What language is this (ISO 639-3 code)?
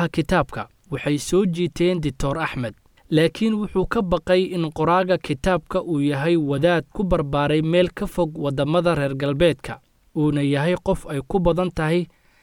som